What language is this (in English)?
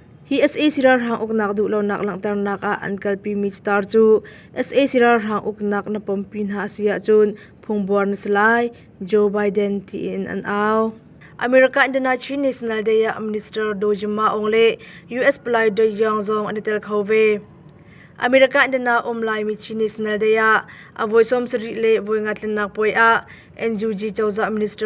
Hakha Chin